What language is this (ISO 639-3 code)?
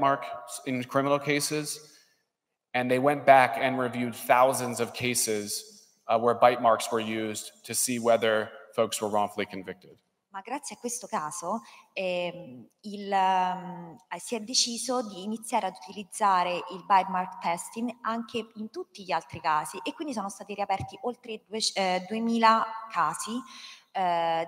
ita